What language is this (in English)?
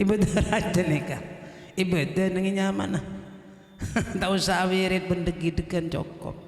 Madurese